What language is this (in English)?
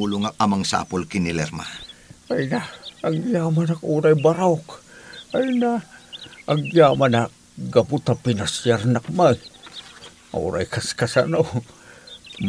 Iloko